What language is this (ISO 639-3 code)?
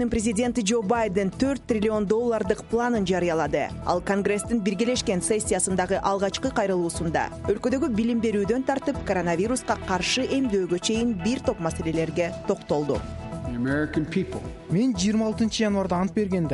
kir